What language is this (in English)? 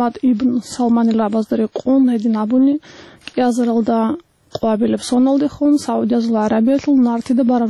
Avaric